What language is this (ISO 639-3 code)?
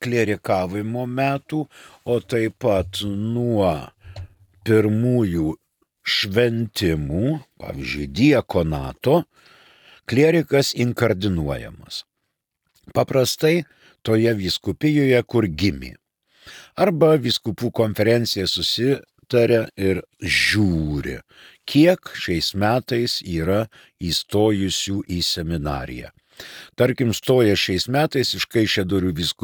lit